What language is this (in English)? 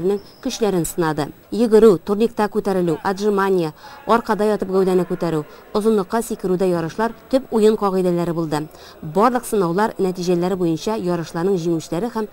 Tatar